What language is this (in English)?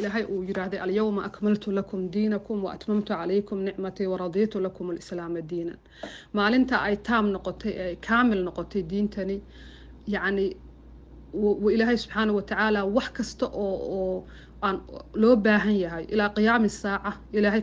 Somali